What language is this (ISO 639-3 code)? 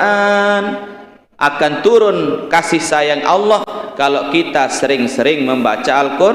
sas